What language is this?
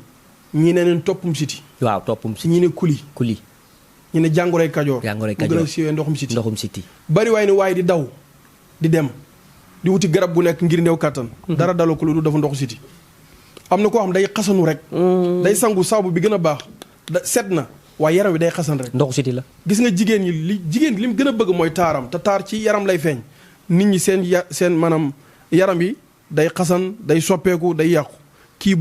Wolof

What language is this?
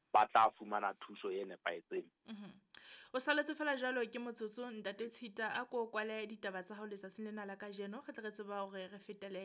Southern Sotho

